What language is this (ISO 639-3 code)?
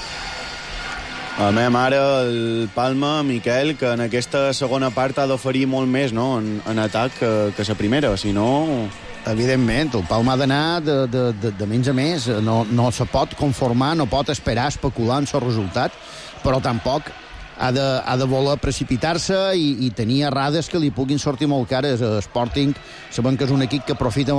cat